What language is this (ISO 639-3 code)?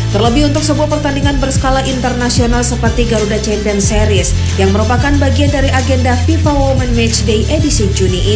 ind